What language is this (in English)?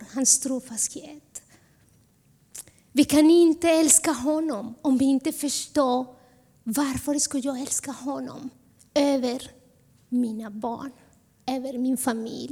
Swedish